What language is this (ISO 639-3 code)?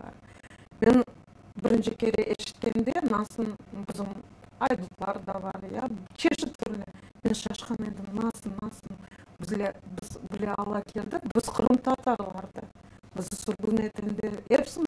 crh